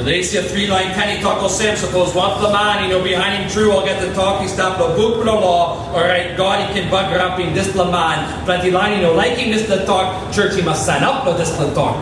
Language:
Tok Pisin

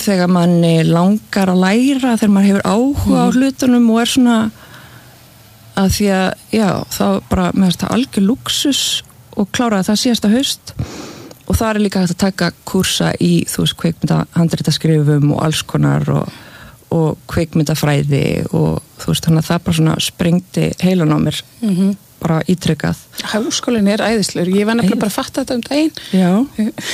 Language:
Icelandic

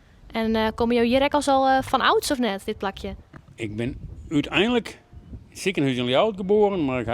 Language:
Western Frisian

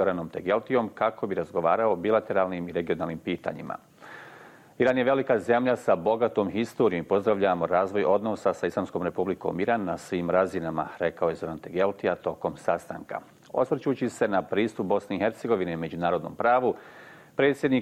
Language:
Bosnian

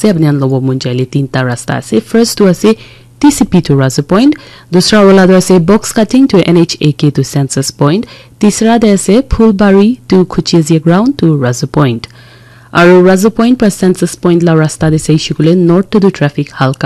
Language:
Naga Pidgin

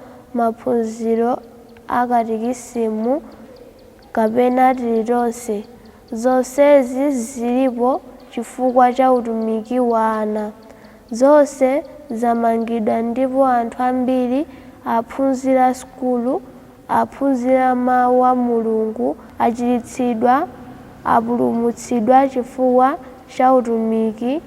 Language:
Nyanja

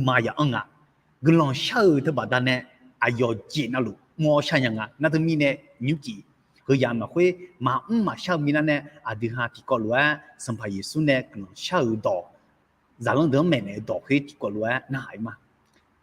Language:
Akha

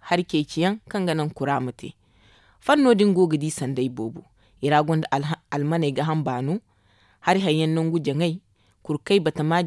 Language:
Zarma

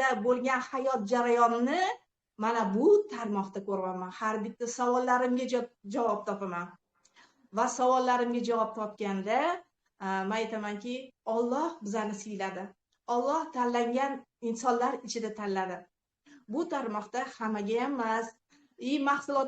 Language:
Uzbek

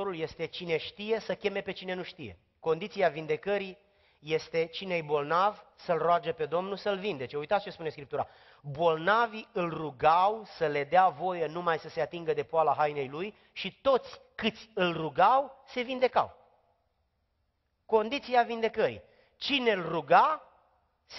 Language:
Romanian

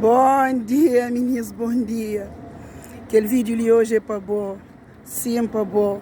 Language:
Kabuverdianu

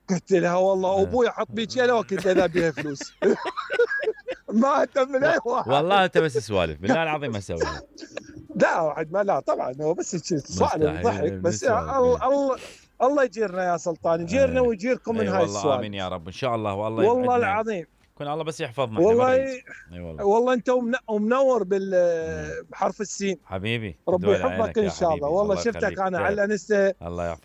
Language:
Mesopotamian Arabic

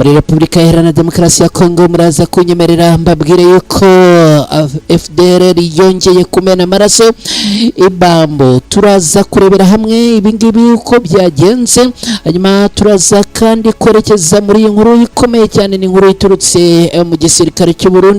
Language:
Kinyarwanda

